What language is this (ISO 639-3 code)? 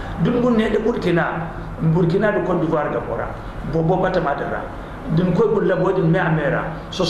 dje